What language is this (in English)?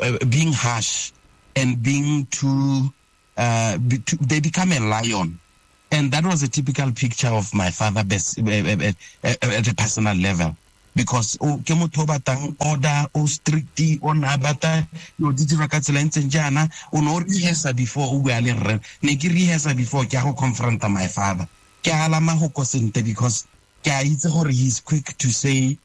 Tswana